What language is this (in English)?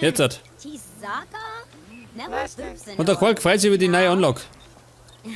Bavarian